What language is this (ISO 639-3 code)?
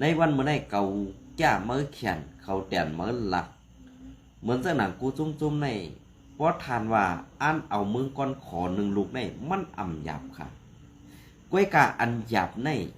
shn